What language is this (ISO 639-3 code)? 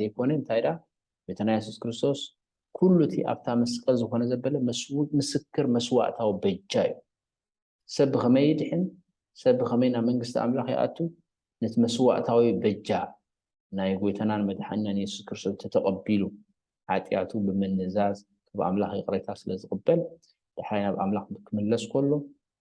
tir